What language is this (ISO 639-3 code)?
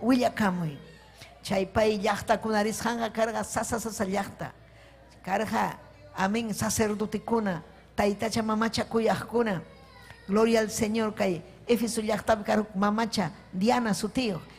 quy